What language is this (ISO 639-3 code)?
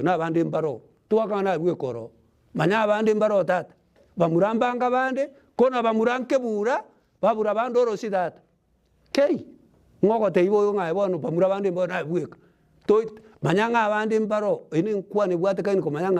guz